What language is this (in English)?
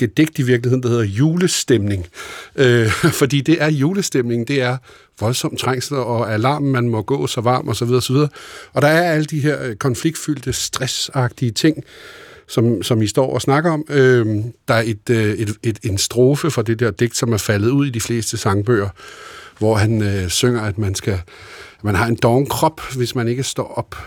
Danish